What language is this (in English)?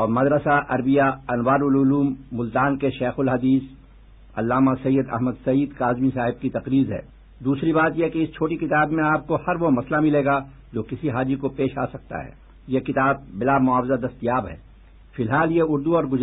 Urdu